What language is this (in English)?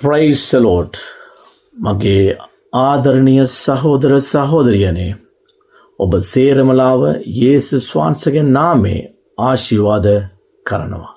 Sinhala